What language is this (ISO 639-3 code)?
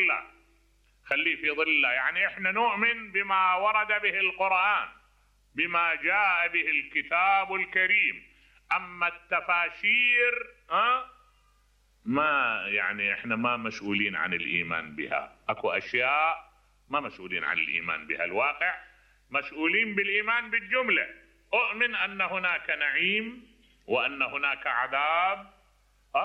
acm